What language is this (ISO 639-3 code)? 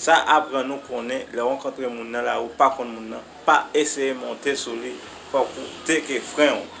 hat